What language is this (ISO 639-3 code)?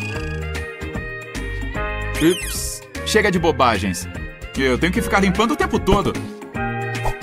por